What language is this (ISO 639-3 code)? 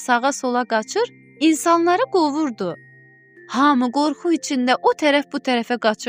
aze